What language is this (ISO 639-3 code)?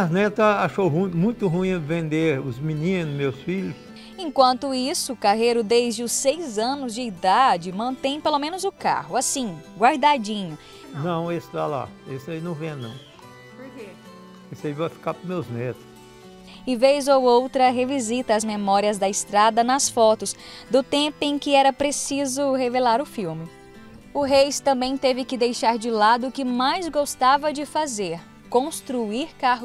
por